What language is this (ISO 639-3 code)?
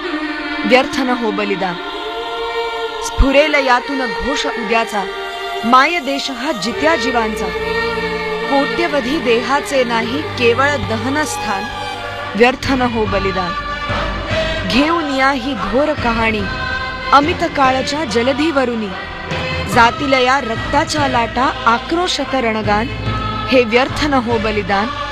mar